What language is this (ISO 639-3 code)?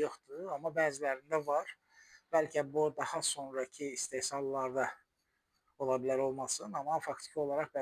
aze